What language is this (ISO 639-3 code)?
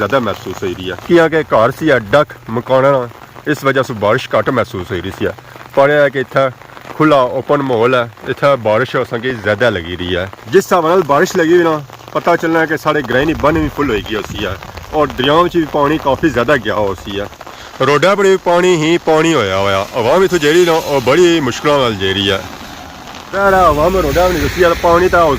phr